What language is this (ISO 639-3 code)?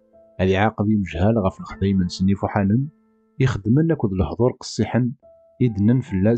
kab